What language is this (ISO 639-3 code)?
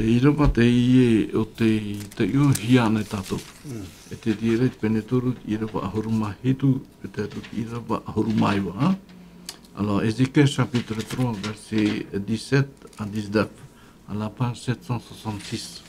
tah